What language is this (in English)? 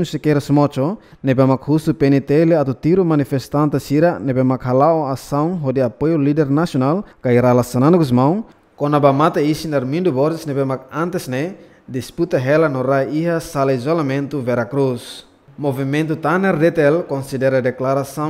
Tetum